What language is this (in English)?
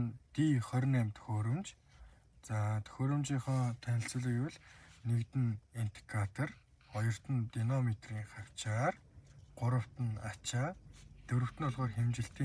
Mongolian